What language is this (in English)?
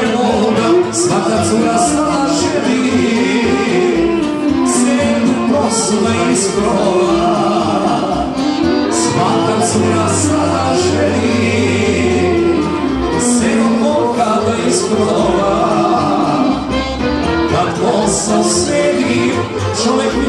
Serbian